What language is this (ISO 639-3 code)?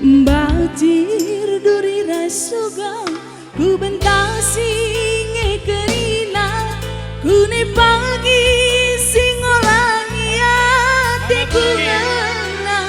btx